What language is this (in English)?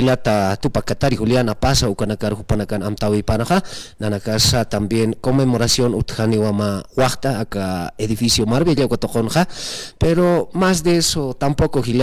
Aymara